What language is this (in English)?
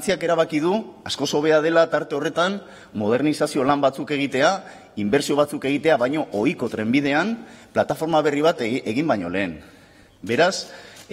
Basque